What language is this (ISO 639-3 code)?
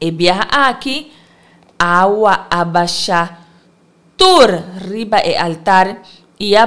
pap